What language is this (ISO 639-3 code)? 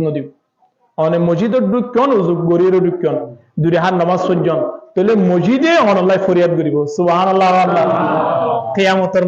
rhg